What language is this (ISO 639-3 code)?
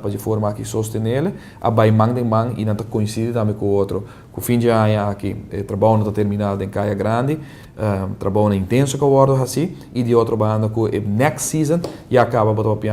pap